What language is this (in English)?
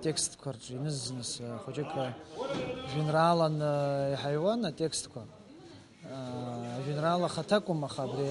Abkhazian